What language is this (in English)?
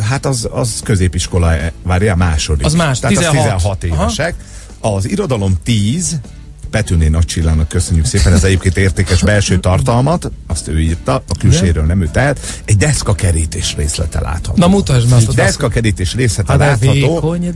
Hungarian